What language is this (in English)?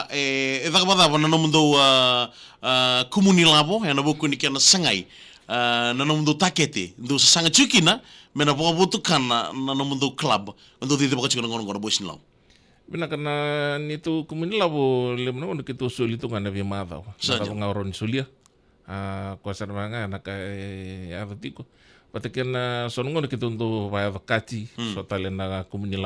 Fijian